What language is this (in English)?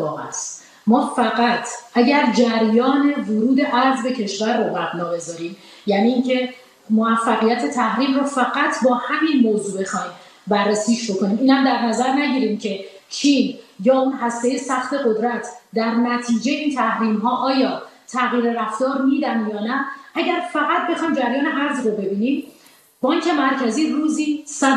Persian